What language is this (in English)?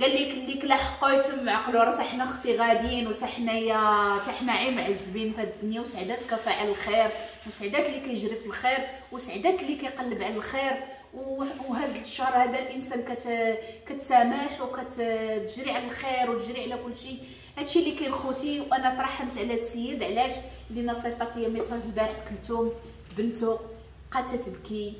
Moroccan Arabic